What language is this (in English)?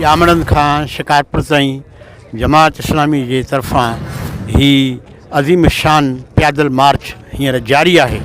Sindhi